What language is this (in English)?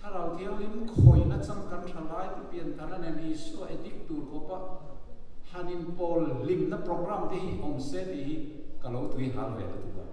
Mizo